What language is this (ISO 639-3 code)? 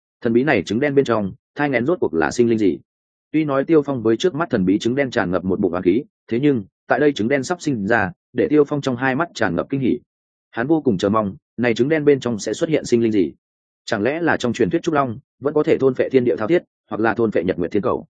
vie